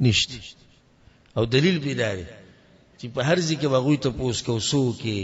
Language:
Pashto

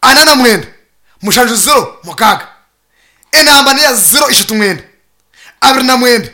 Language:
Nyankole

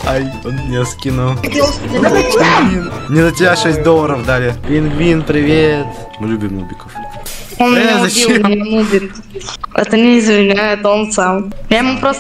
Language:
Russian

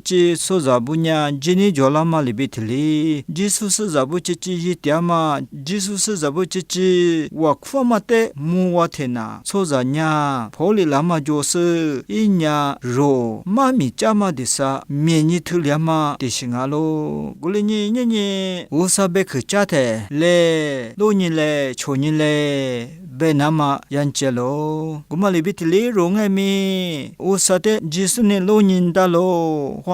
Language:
Lisu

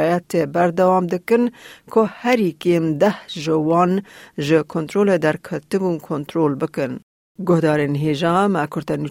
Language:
Kurdish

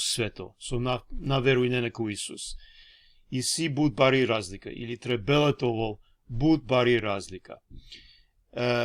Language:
Balkan Romani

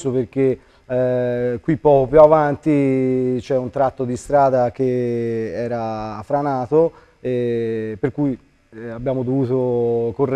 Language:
Italian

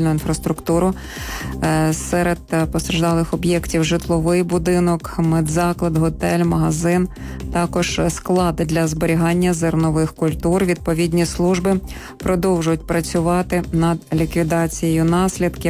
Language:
Ukrainian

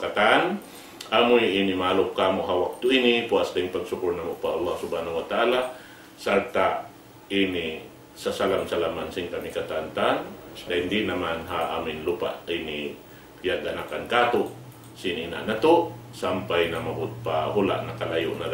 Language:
Tausug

